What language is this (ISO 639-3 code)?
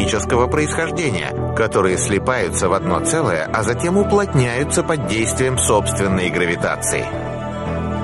rus